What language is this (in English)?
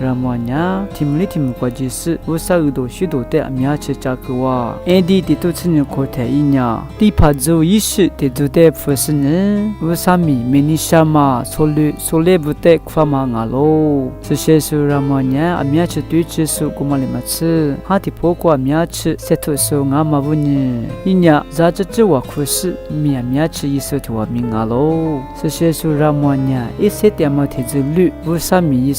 Lisu